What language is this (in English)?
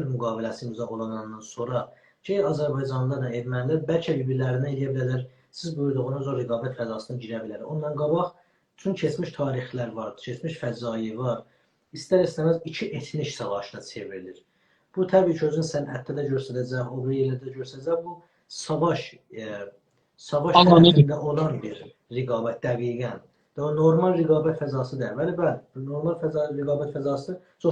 South Azerbaijani